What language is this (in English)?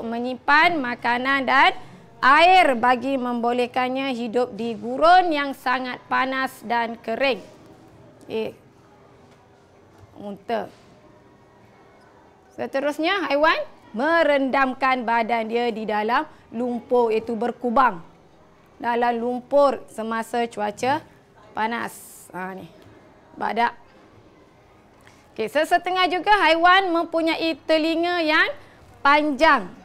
Malay